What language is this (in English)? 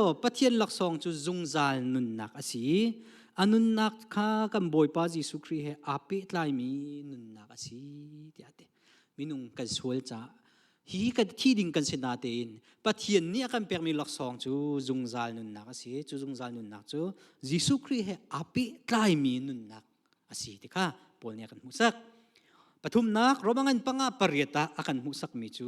Hakha Chin